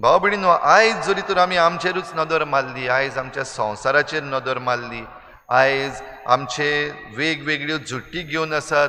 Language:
Konkani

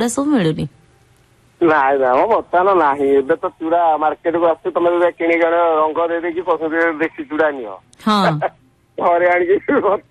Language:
Odia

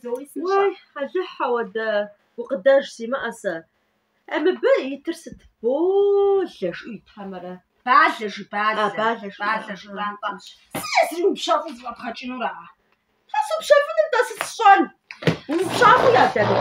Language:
Kabardian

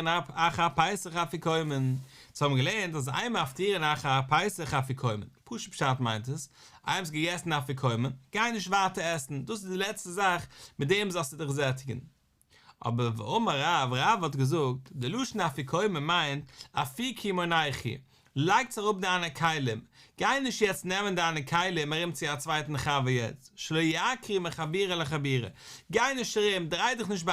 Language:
Yiddish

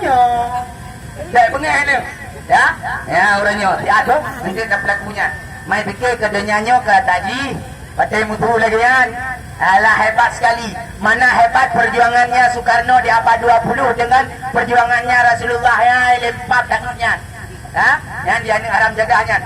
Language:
Achinese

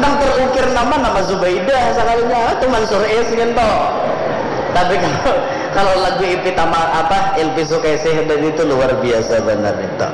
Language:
Banjar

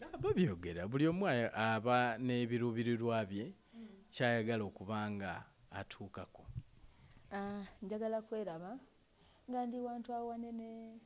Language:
Ganda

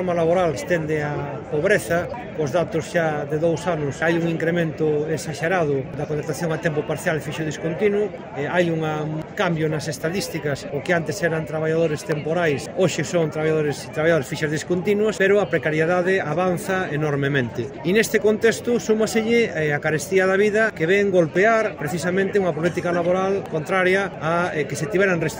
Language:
Galician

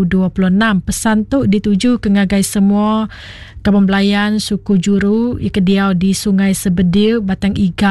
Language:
Iban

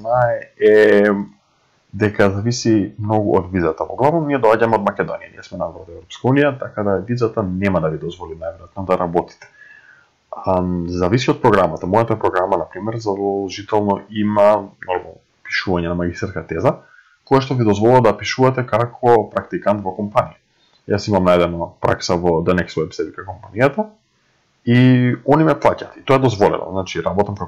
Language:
Macedonian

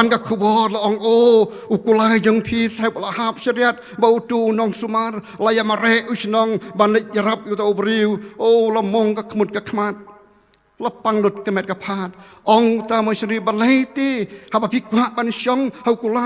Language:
Khasi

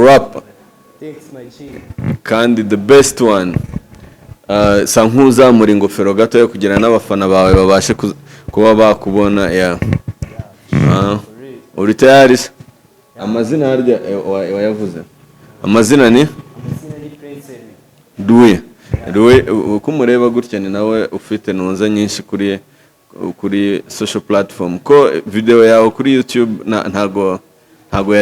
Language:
Kinyarwanda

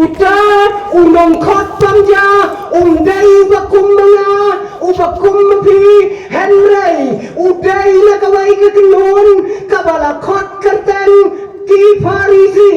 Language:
Khasi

